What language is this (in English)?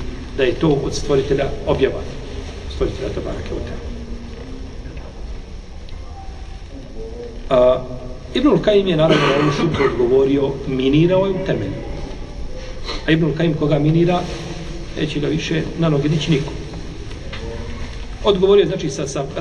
Bosnian